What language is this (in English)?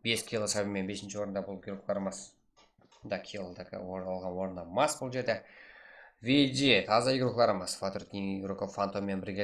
Kara-Kalpak